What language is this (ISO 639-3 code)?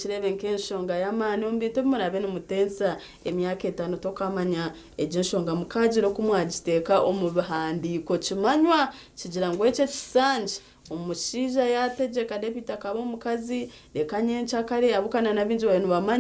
nyn